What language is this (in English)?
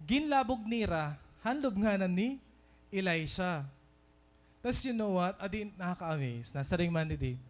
Waray